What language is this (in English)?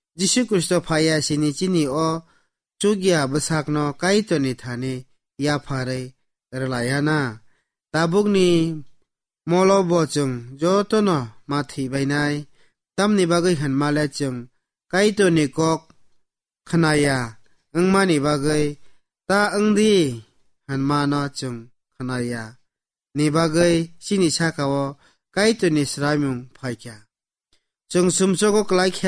Kok Borok